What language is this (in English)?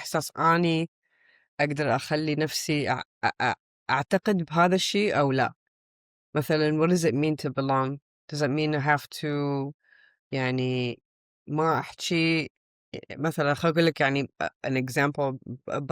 Mesopotamian Arabic